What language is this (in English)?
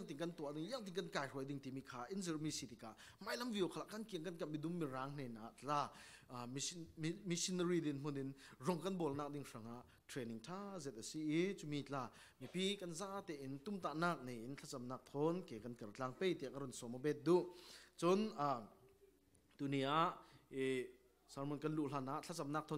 Falam Chin